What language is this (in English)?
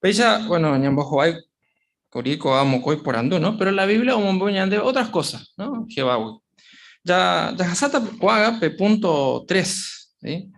Guarani